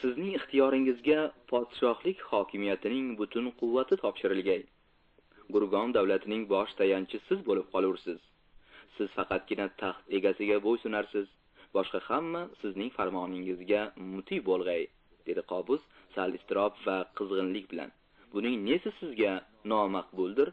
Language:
Uzbek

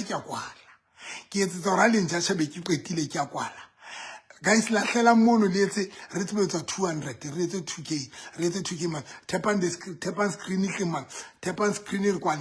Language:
Southern Sotho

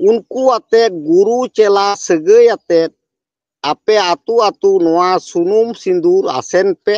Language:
Santali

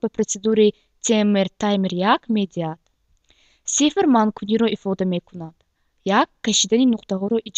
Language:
Tajik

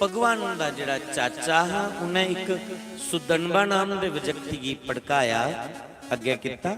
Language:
Dogri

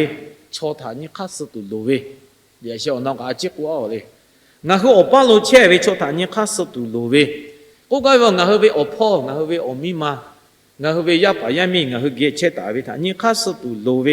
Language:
Lahu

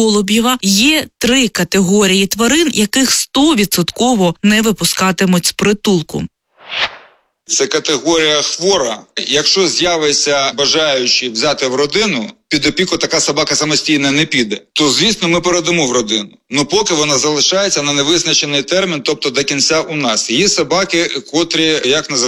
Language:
Ukrainian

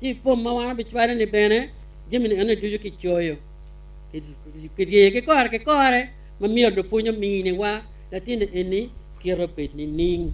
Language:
Acoli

